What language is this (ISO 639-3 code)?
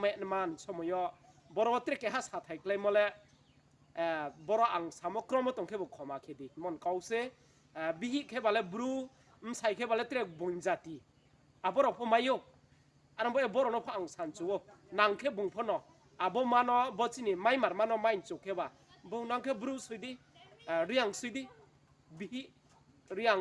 ria